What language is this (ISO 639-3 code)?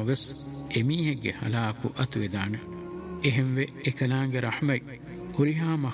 div